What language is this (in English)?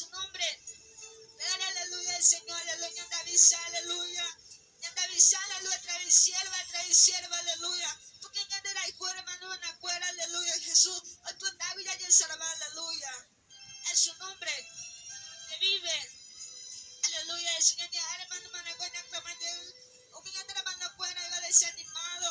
Guarani